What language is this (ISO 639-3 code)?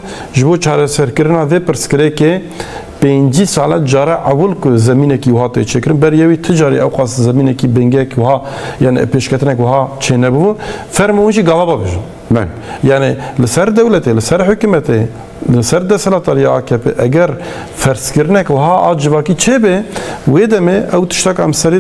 kur